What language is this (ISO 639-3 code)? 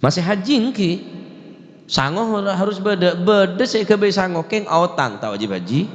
mad